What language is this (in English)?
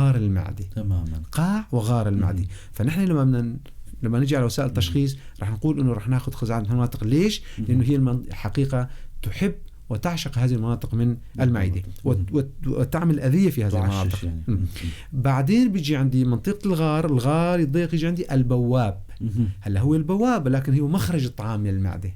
North Levantine Arabic